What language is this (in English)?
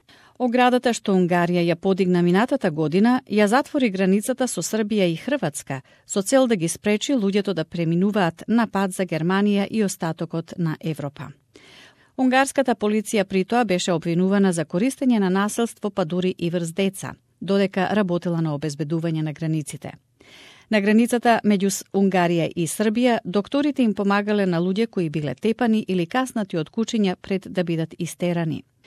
Macedonian